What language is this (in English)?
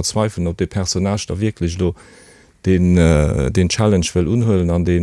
Luxembourgish